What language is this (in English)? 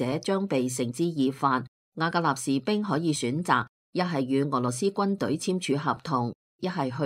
Cantonese